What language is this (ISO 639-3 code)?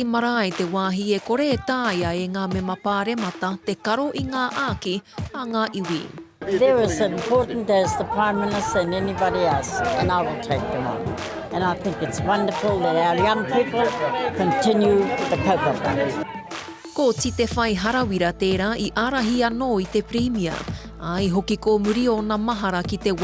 mri